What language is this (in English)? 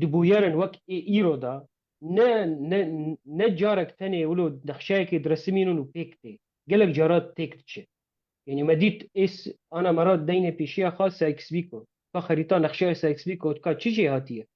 Kurdish